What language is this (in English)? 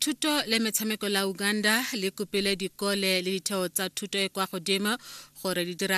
Tswana